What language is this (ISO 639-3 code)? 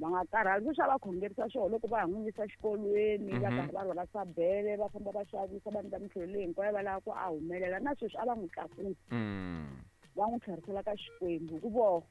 tso